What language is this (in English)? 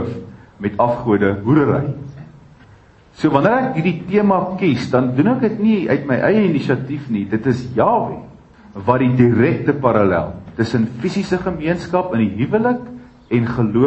Afrikaans